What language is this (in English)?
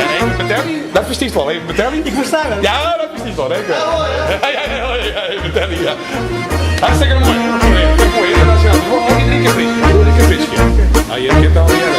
Western Frisian